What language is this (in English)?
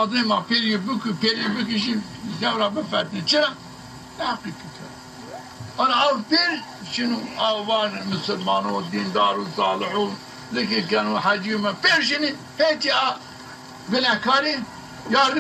Zaza